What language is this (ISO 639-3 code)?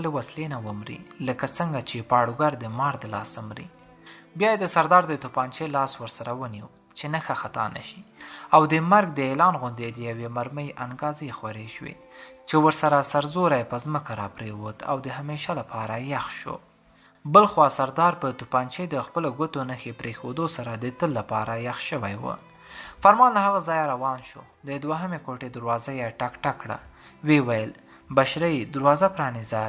pus